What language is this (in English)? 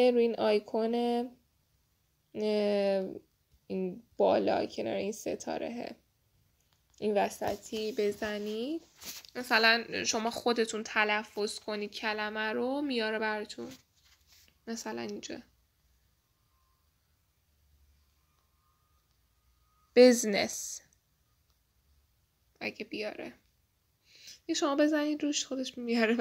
Persian